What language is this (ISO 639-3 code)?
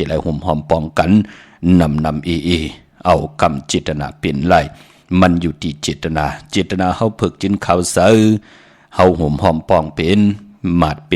shn